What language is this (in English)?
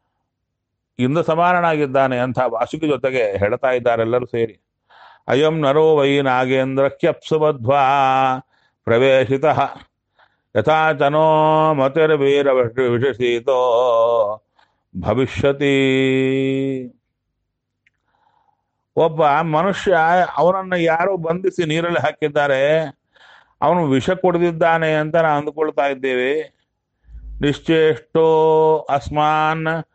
Kannada